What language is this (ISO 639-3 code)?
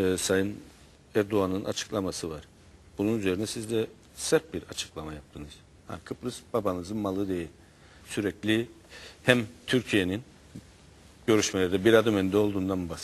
tur